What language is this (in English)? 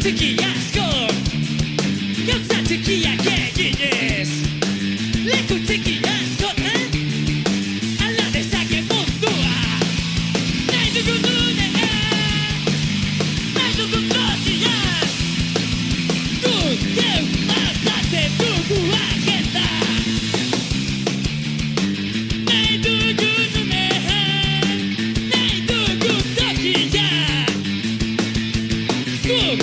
Basque